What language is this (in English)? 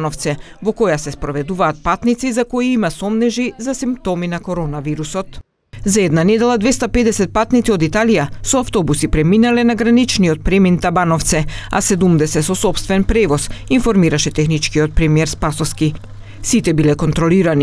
Macedonian